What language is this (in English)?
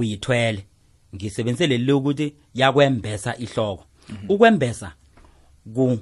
South Ndebele